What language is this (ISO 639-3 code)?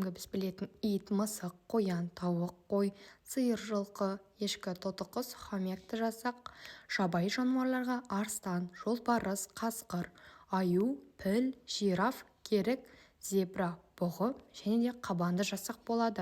kaz